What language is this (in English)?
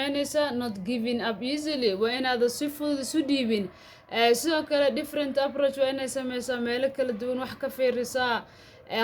Somali